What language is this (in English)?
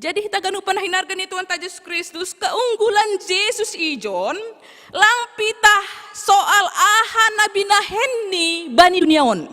Batak Simalungun